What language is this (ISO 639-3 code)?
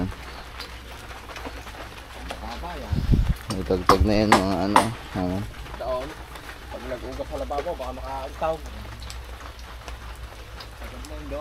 fil